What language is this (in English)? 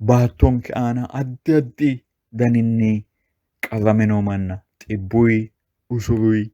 Sidamo